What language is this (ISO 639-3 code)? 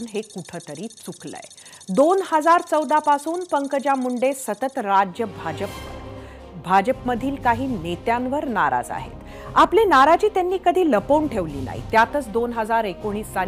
mar